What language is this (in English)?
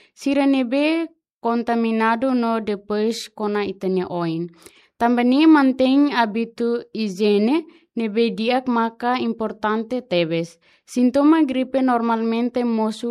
Tetum